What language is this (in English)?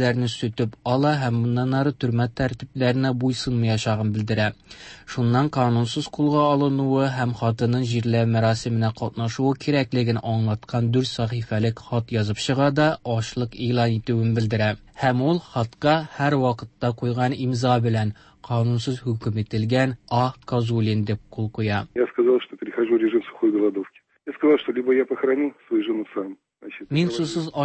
Tatar